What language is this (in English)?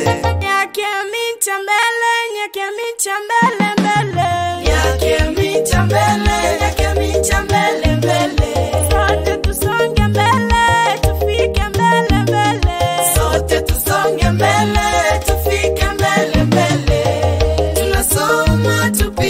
Swahili